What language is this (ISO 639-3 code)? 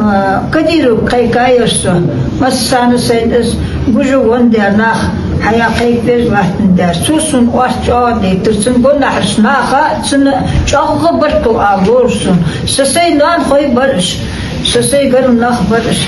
che